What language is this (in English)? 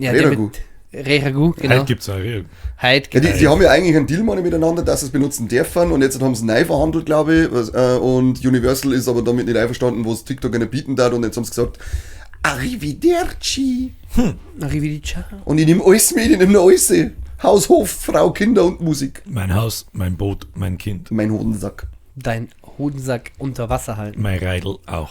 Bavarian